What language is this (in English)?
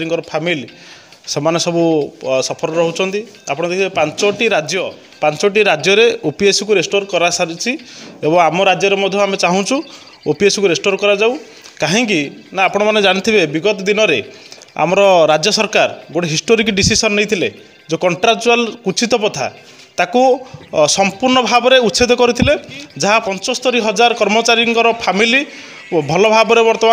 Odia